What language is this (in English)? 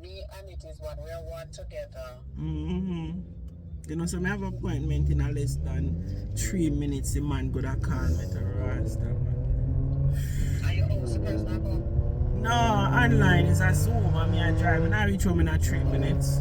Jamaican Creole English